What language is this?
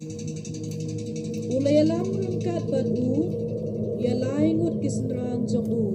Khasi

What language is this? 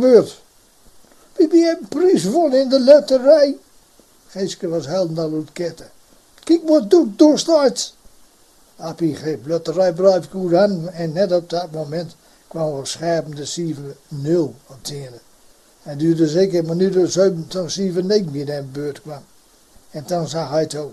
Gronings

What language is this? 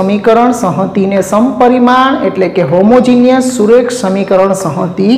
Gujarati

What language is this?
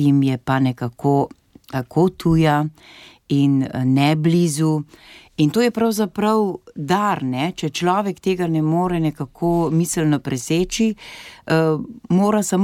Slovenian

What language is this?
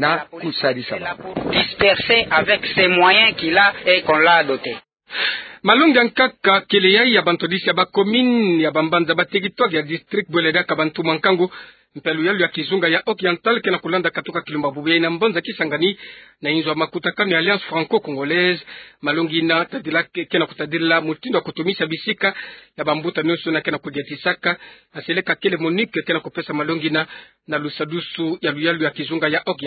Kituba (Democratic Republic of Congo)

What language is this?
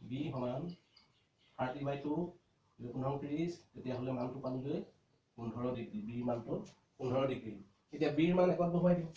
Assamese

